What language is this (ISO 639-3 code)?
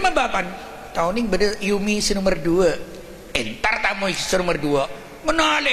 mad